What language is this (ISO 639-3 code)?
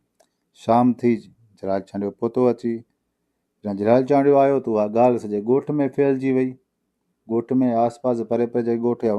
snd